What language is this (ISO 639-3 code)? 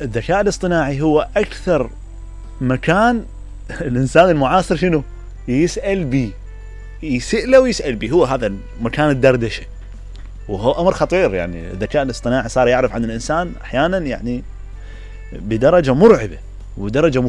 acm